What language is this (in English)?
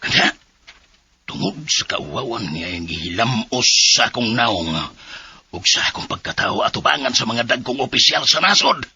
Cebuano